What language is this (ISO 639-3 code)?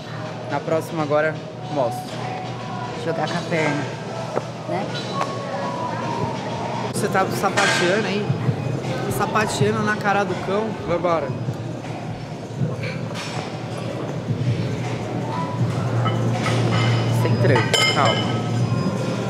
por